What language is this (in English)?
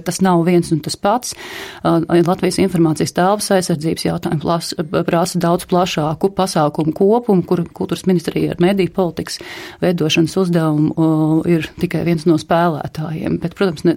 Latvian